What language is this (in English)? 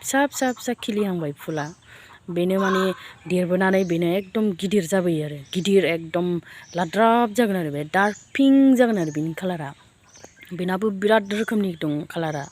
Bodo